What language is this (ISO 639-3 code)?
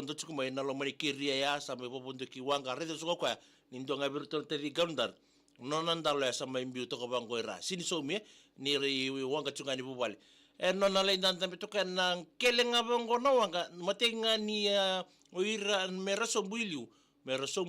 fij